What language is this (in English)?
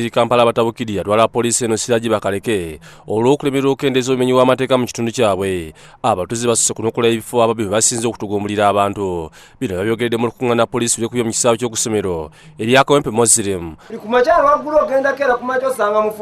Ganda